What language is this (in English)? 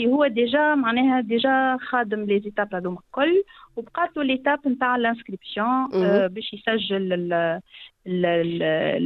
Tunisian Arabic